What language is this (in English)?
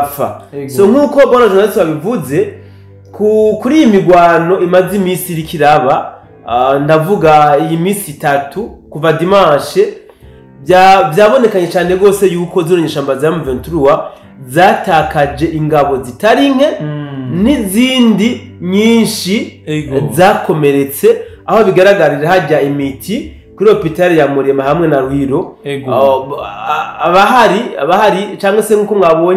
Rundi